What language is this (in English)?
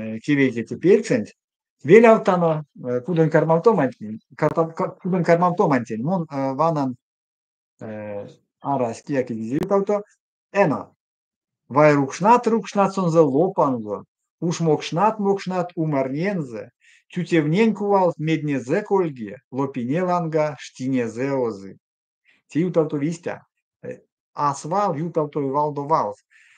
Erzya